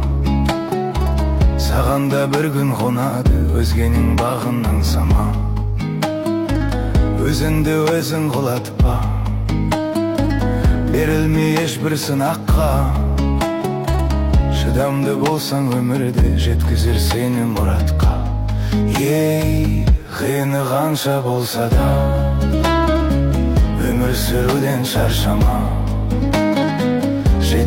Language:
Kazakh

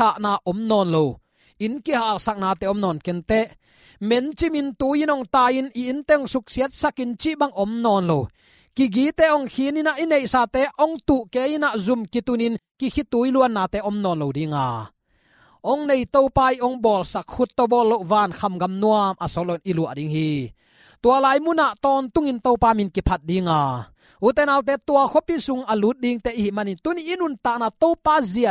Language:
Tedim Chin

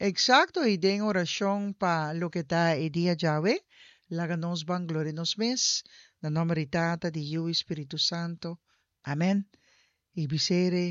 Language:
Papiamento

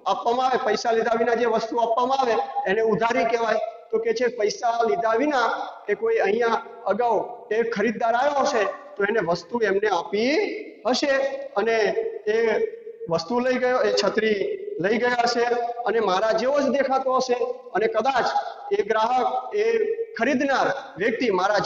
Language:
Gujarati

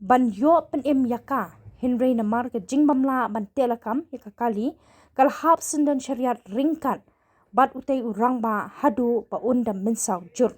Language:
Khasi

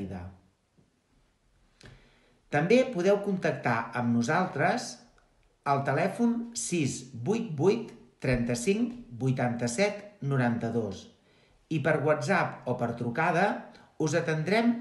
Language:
Catalan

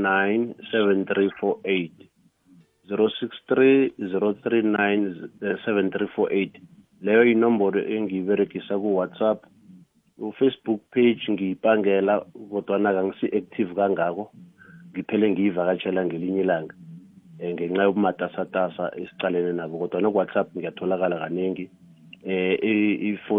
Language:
South Ndebele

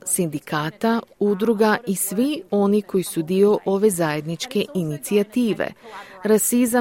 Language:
Croatian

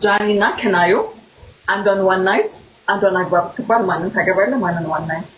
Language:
Amharic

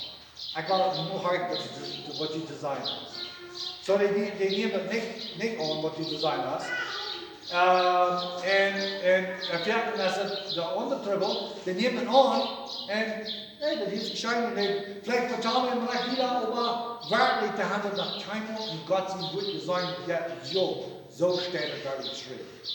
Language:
Plautdietsch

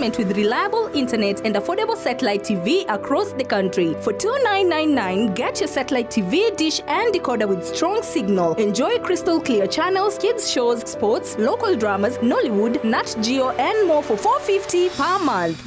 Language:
Gusii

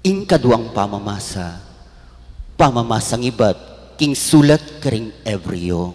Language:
Pampanga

